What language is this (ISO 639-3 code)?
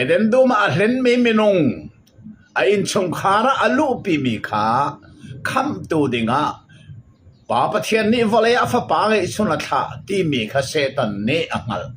cnh